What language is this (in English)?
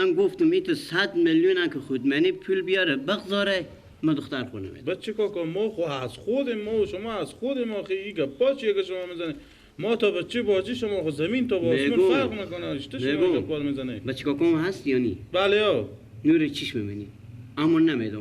Persian